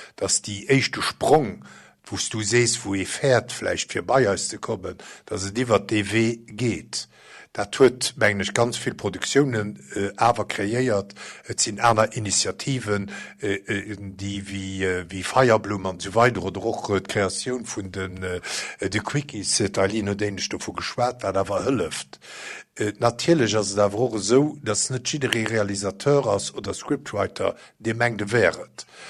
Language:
Luxembourgish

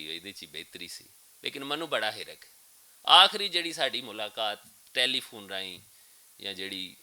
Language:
Western Panjabi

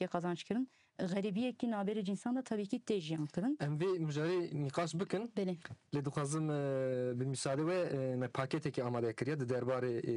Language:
Kurdish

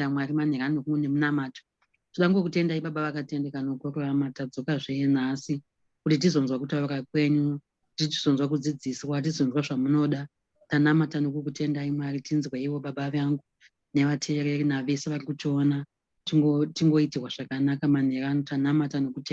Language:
Shona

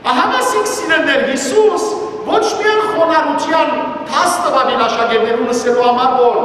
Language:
Western Armenian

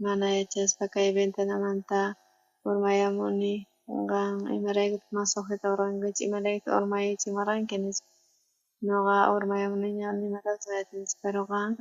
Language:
South Bolivian Quechua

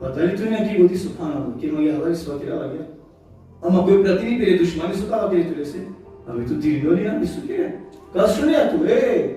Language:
Balkan Romani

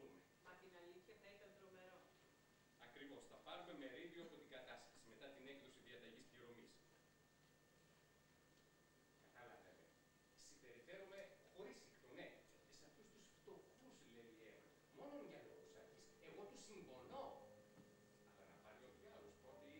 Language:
Greek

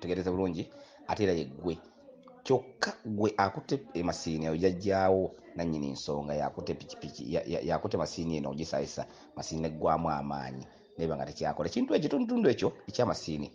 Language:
Ganda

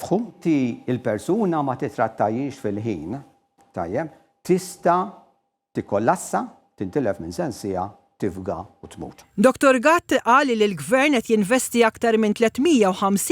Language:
Maltese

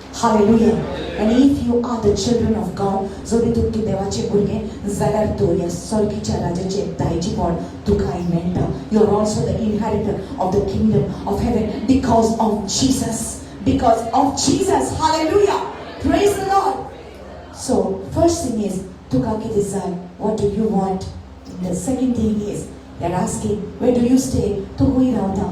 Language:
Konkani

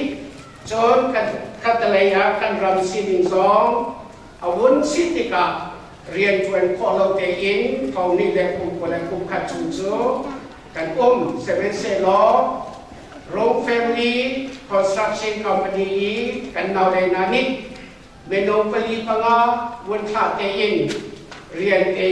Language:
Hakha Chin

